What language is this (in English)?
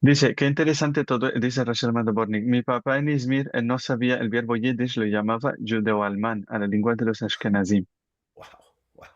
Ladino